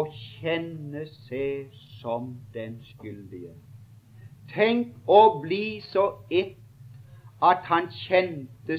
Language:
Norwegian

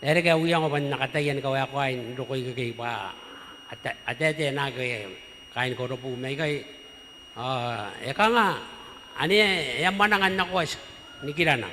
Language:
Gilbertese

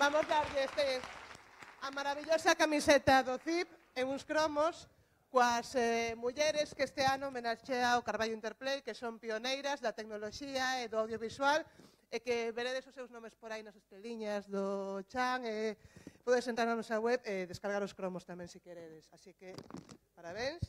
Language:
Galician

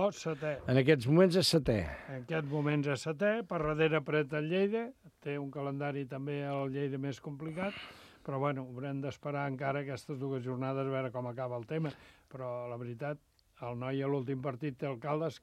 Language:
Catalan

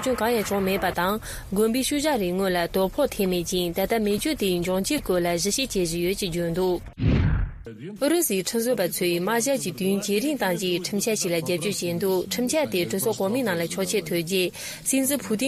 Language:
Tibetan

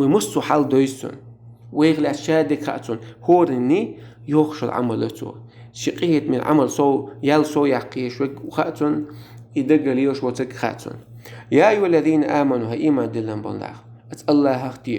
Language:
Chechen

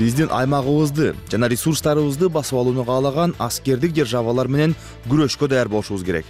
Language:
Kyrgyz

